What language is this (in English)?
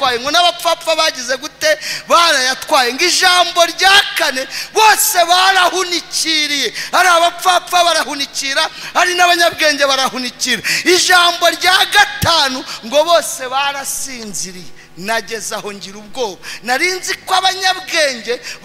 Kinyarwanda